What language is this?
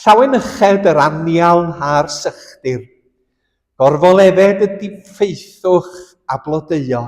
Welsh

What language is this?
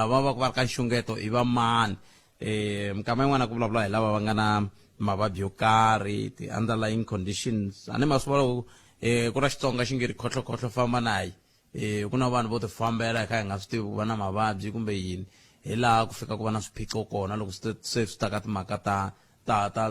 Tsonga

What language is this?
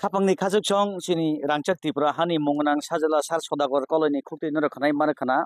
Kok Borok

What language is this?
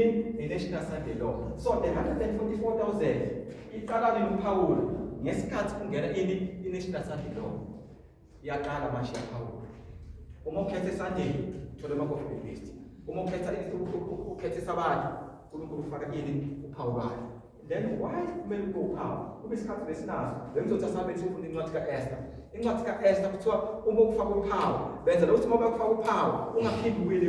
Zulu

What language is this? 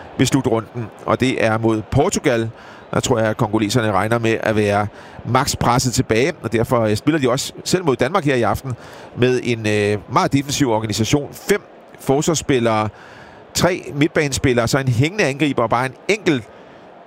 Danish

